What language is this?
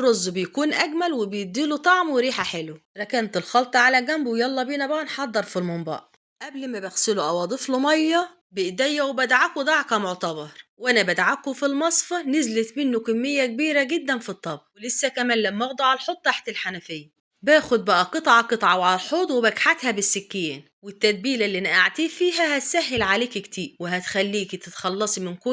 Egyptian Arabic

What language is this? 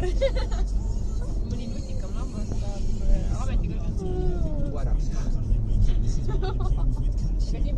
Estonian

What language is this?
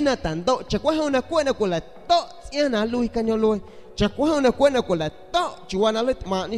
San Pedro Amuzgos Amuzgo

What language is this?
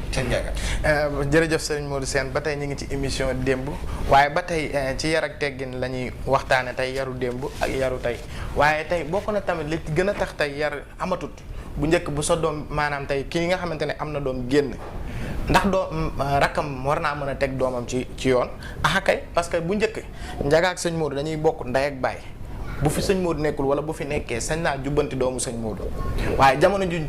Wolof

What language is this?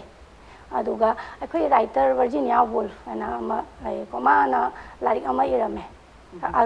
Manipuri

